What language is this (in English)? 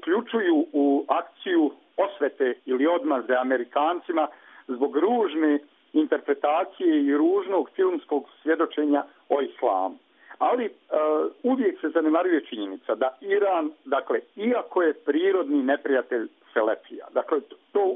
Serbian